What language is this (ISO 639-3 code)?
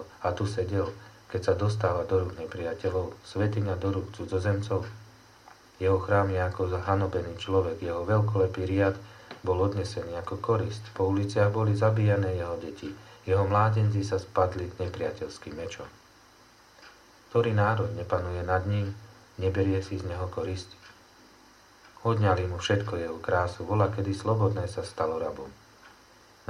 slk